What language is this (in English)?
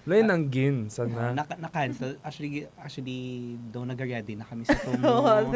Hiligaynon